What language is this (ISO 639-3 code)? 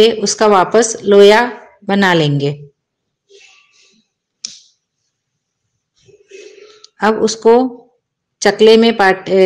hin